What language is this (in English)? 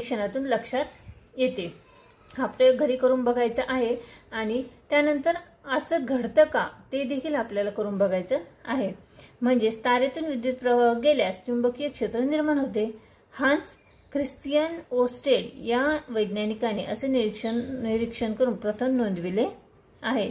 Marathi